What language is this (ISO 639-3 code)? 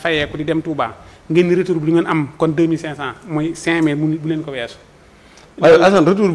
wol